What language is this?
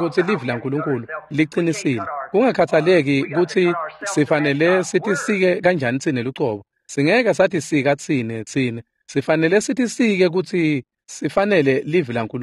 Swati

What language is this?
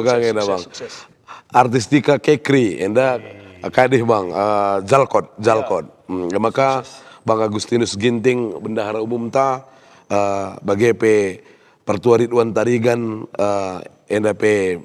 Batak Karo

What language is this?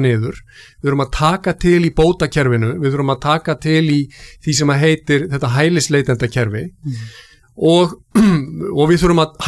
Icelandic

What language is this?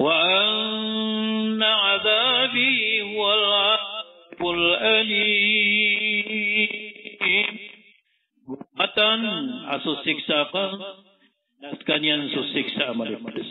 Maranao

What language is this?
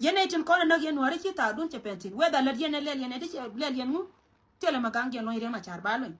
Nuer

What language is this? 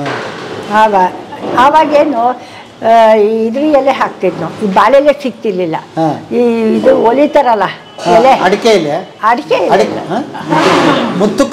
Kannada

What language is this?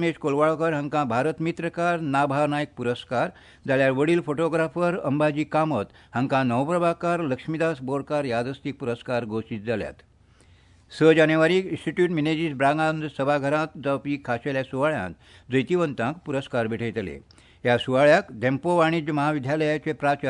Konkani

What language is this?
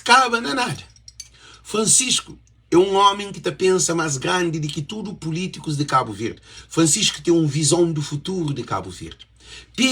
Kabuverdianu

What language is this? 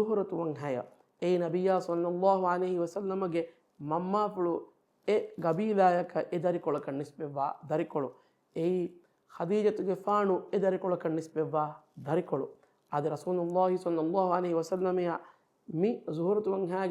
Divehi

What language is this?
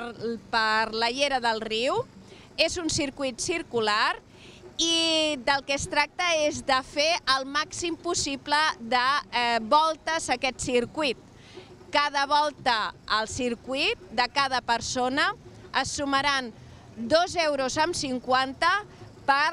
Catalan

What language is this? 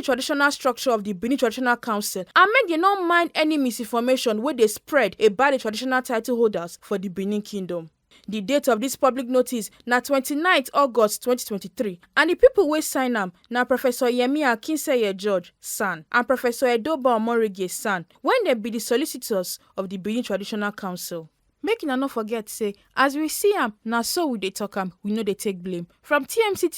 Nigerian Pidgin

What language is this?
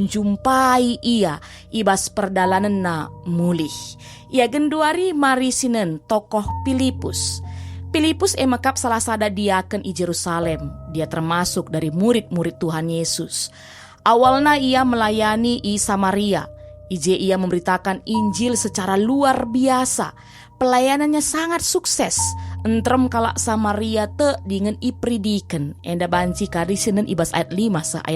Batak Karo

